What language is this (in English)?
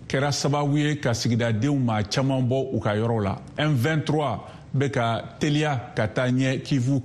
Bambara